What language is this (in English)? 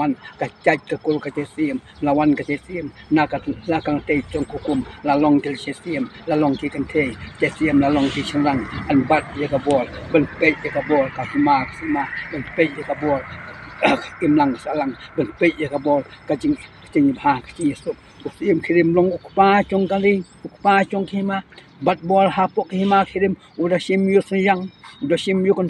Khasi